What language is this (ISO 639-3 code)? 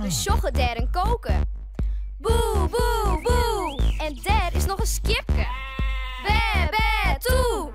fry